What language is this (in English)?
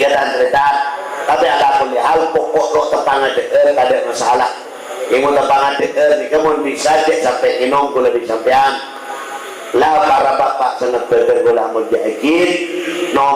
Madurese